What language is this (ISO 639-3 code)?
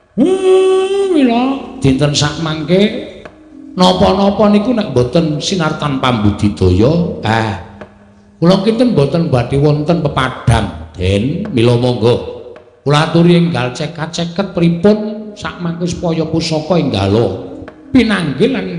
jav